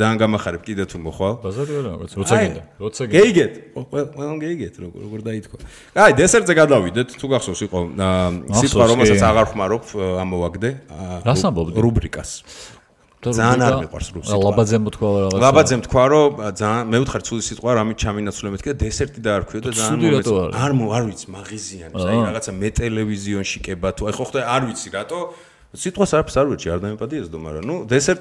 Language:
Georgian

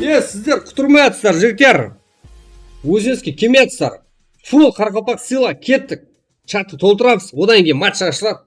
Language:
Kara-Kalpak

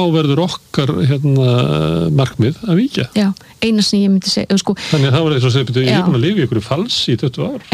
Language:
Icelandic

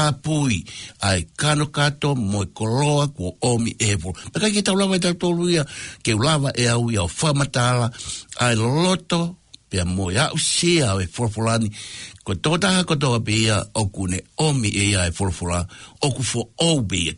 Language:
Tongan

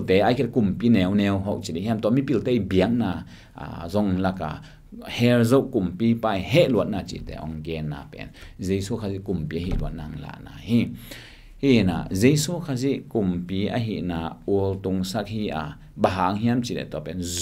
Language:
Tedim Chin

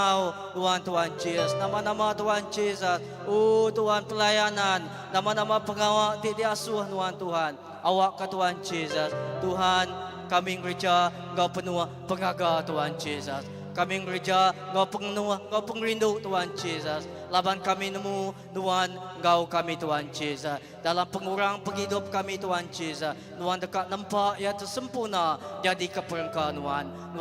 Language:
Iban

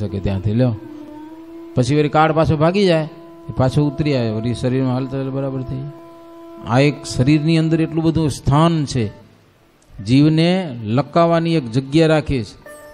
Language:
Gujarati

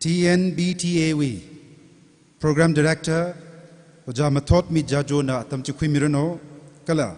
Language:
Tangkhul Naga (India)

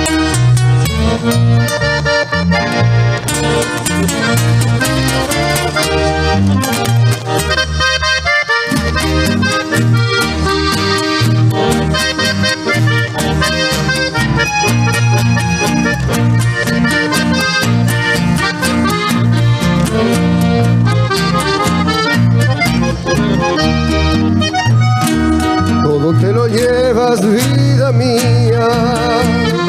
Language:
Spanish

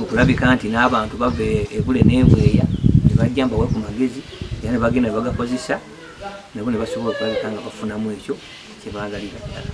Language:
Ganda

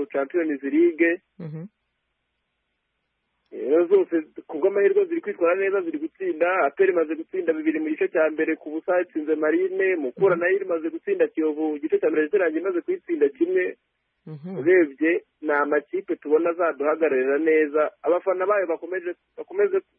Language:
Kinyarwanda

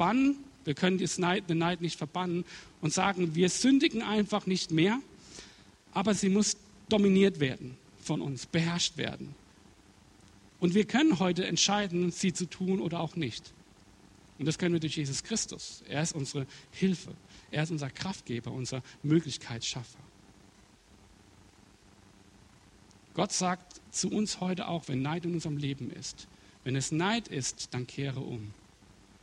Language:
German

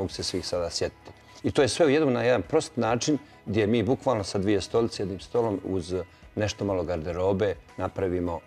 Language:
Bosnian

